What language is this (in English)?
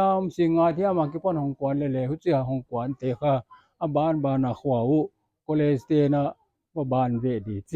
Paite Chin